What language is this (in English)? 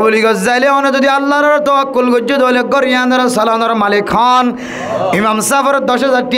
Rohingya